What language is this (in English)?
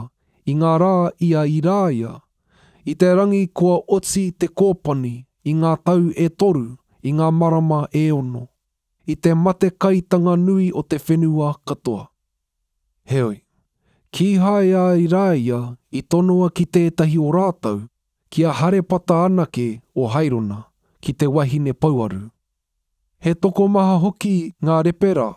Māori